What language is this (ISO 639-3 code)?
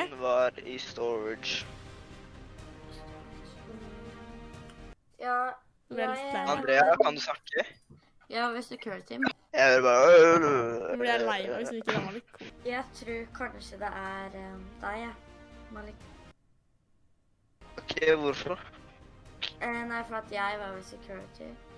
nor